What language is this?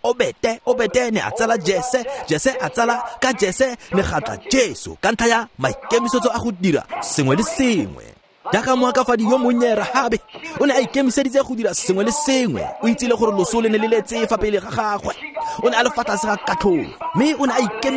Tswana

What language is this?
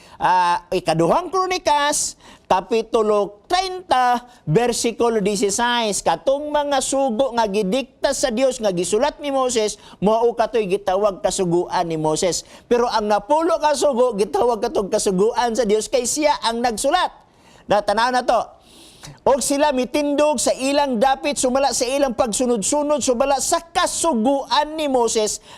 Cebuano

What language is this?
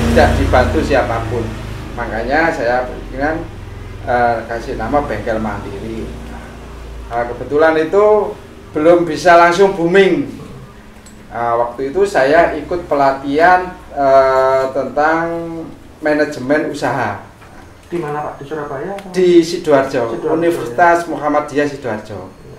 Indonesian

